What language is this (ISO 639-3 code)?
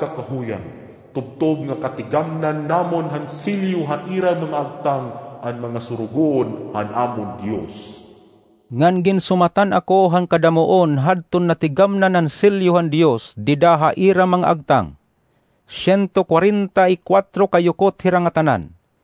war